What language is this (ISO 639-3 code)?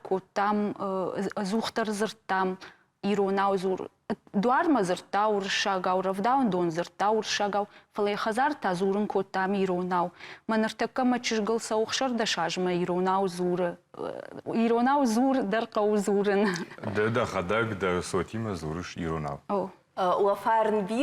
oss